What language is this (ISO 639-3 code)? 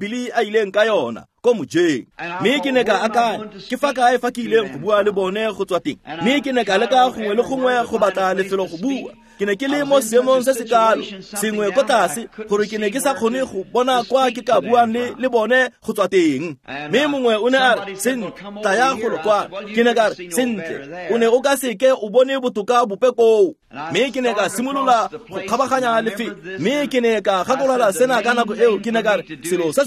tsn